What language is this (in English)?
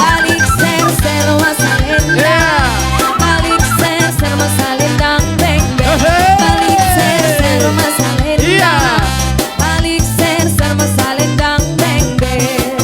Batak Toba